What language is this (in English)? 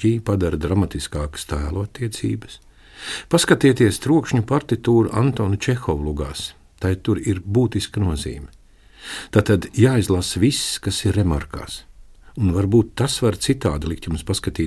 Latvian